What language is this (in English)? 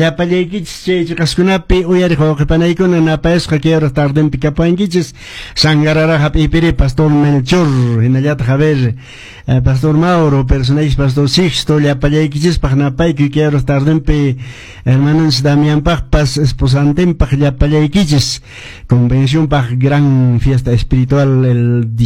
Quechua